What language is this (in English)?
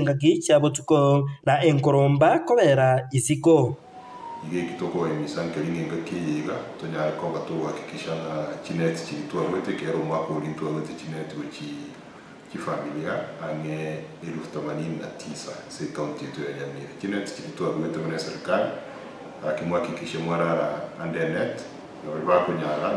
Gusii